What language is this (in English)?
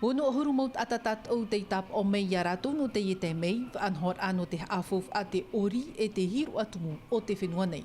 Tahitian